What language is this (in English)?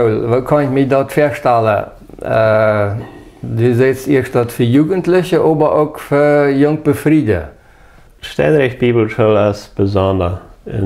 Plautdietsch